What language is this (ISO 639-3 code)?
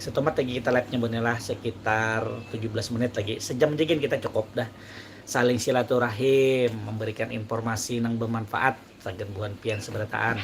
bjn